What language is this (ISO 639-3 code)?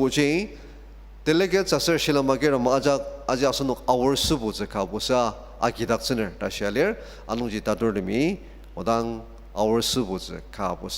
njo